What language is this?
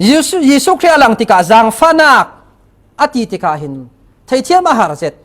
Falam Chin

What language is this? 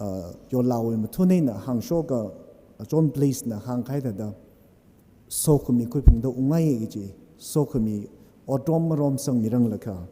Tangkhul Naga (India)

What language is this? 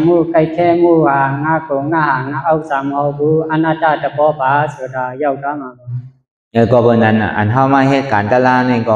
Shan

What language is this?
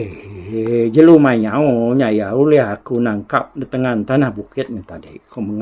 Iban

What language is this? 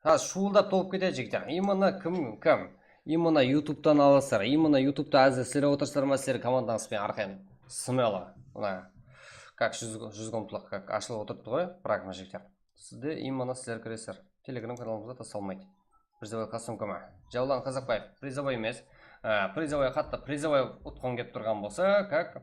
Kara-Kalpak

